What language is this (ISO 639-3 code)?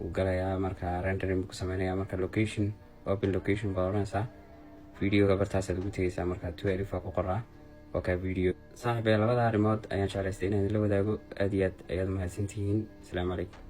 som